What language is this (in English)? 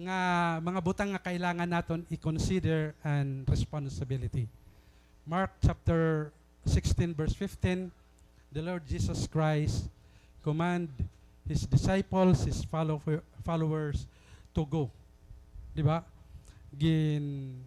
Waray